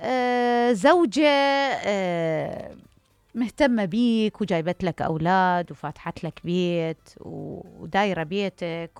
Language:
Mesopotamian Arabic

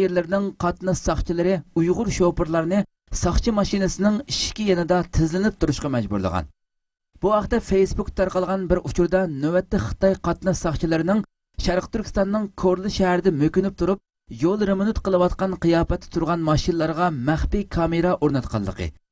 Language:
Uyghur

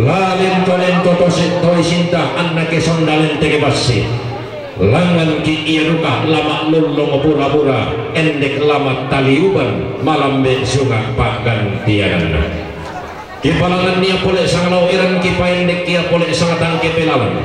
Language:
Toraja-Sa'dan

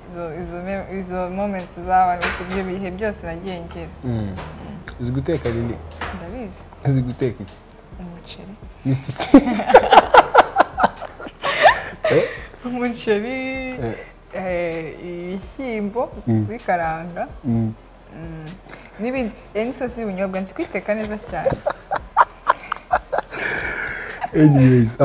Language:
Kinyarwanda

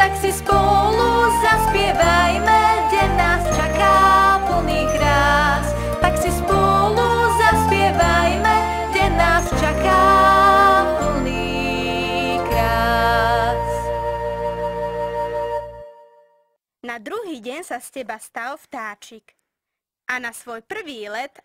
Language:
Slovak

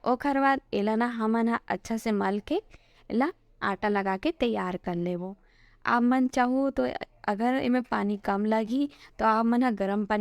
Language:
Chhattisgarhi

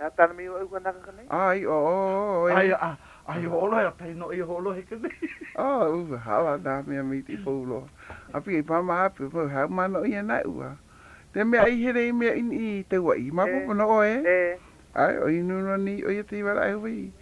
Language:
Hawaiian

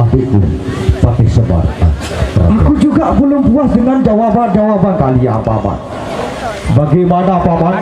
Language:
Sasak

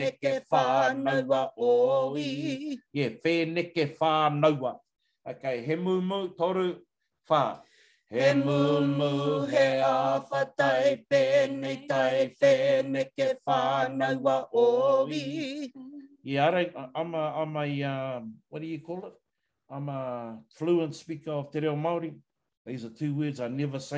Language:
Māori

